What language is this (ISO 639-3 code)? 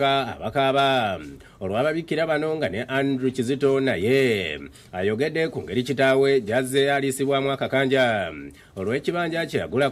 lug